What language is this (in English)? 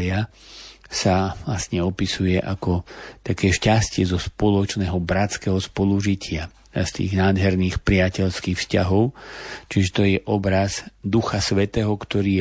Slovak